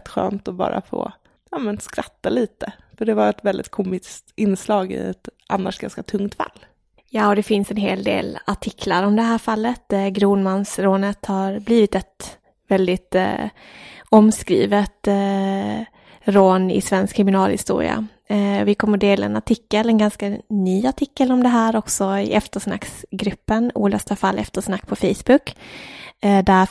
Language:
Swedish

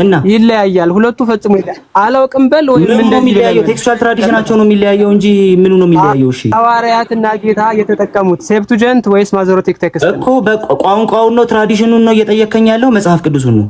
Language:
Amharic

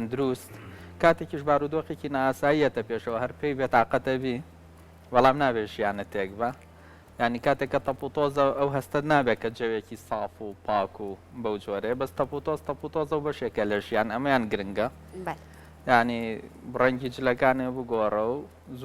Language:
Central Kurdish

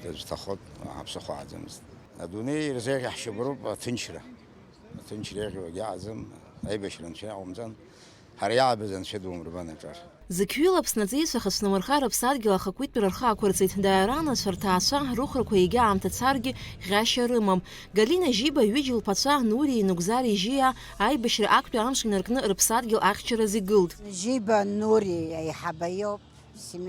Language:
Abkhazian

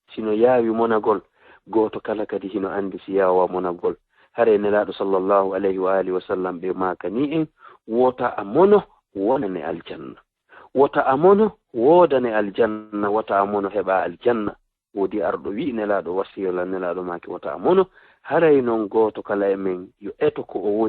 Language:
Fula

